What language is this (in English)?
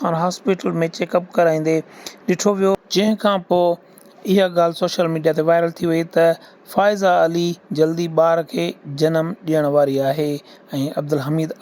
Sindhi